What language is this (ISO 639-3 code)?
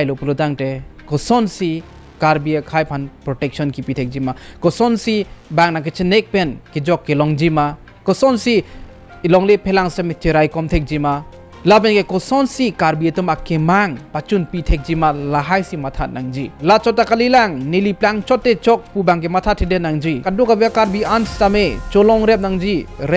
mjw